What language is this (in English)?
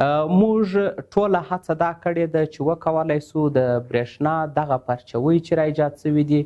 Pashto